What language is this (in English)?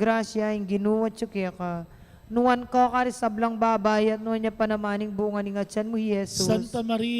Pampanga